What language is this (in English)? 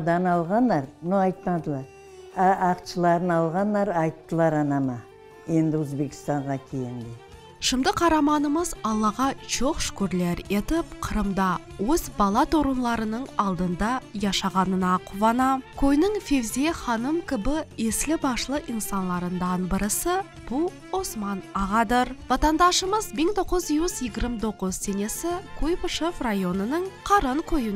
Crimean Tatar